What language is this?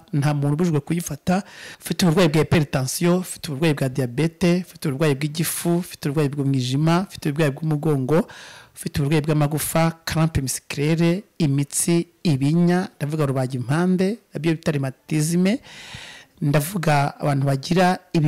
Kinyarwanda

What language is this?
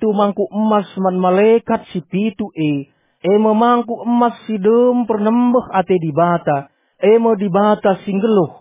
Batak Karo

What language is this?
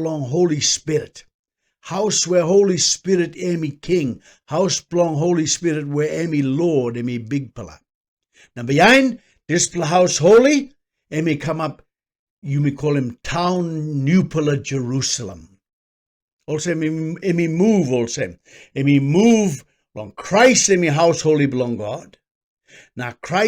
Tok Pisin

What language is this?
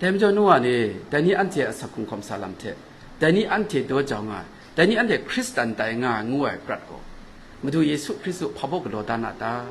Kachin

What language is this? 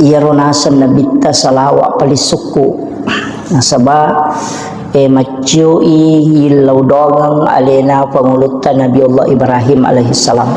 Buginese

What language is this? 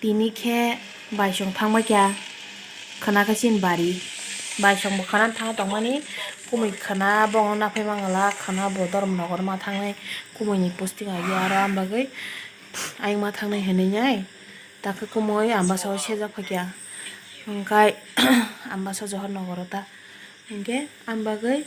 Kok Borok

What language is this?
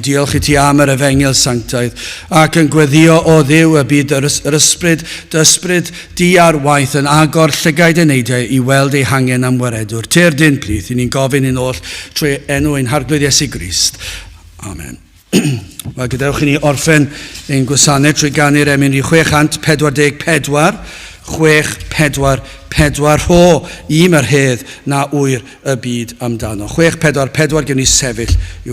Welsh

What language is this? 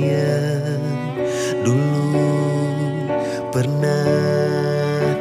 Indonesian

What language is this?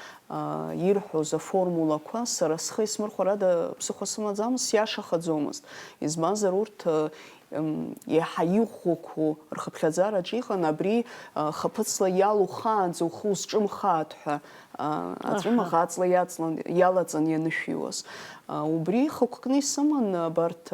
Abkhazian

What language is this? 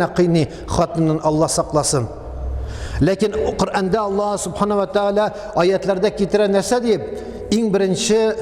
Tatar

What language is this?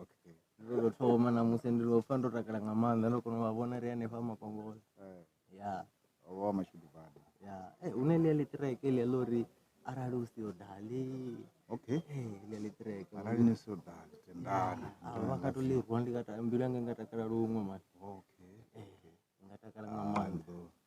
Venda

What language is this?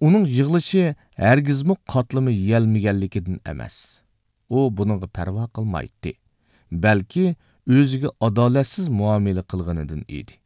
Uyghur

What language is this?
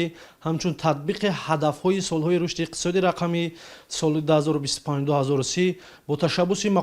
Tajik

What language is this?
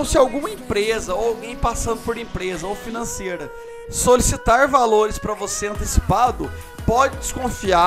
Portuguese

